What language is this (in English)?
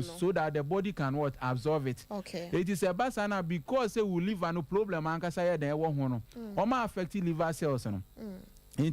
Akan